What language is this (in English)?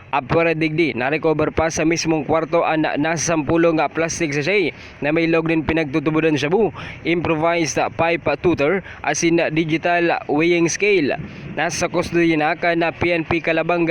Bikol